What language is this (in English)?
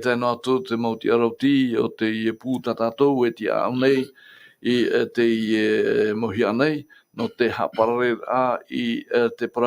Tahitian